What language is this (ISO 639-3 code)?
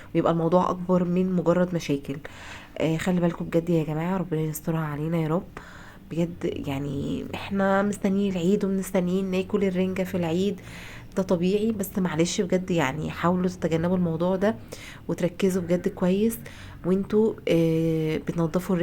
arz